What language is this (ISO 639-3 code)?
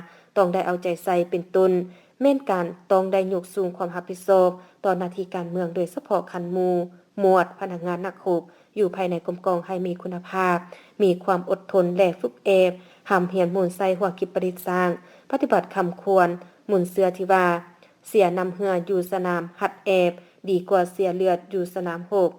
lao